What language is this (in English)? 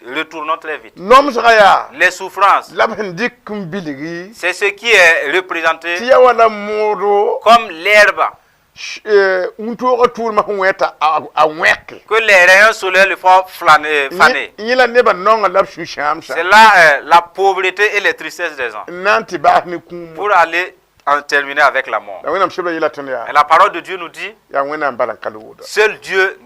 Mossi